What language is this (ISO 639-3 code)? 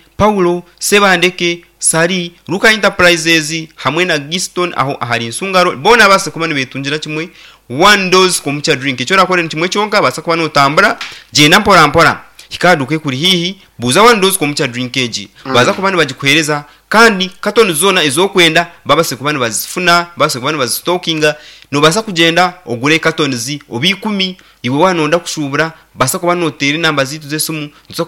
nyn